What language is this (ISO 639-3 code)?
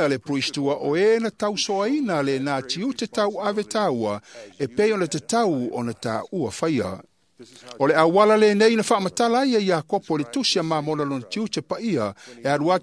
smo